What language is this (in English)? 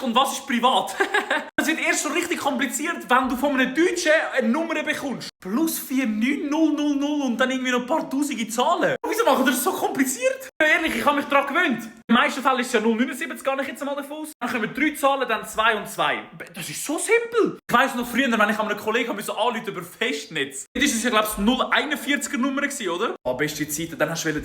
Swiss German